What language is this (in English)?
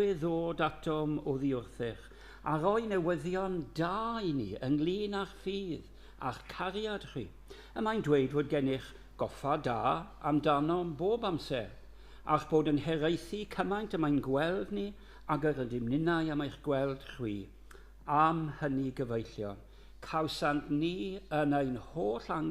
Welsh